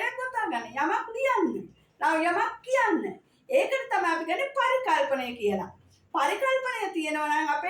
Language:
Sinhala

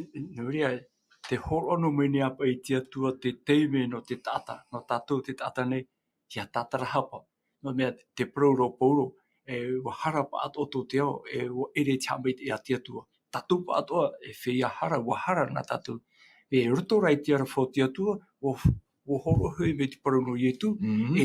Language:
Tahitian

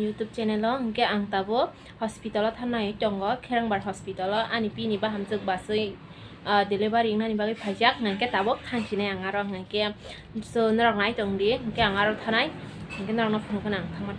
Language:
Kok Borok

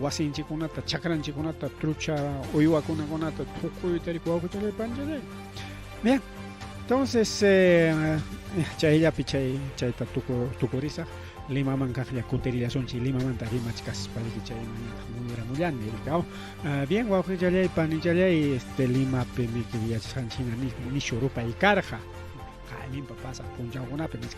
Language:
Ayacucho Quechua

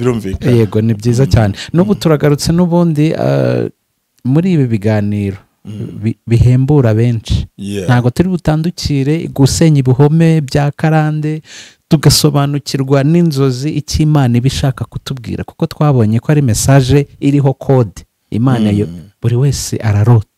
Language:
Kinyarwanda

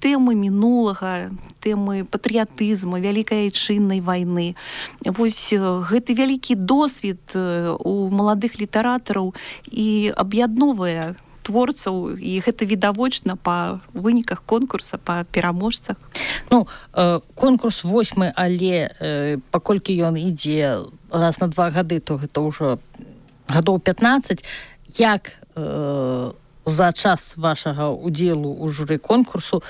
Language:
Belarusian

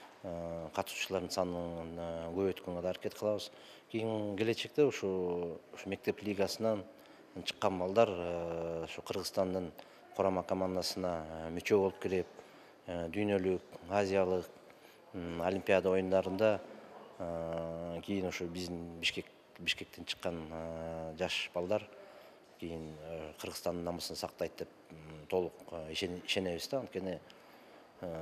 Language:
Kyrgyz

